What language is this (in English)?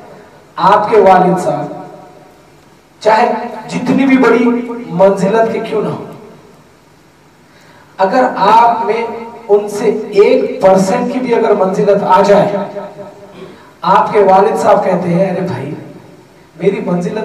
Urdu